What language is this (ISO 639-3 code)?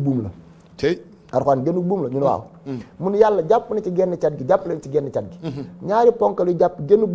wol